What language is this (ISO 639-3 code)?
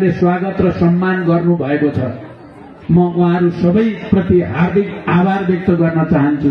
nep